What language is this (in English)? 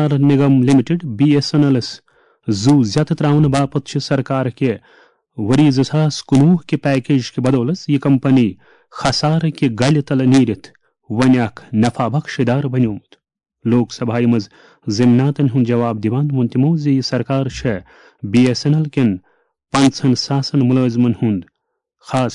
Kashmiri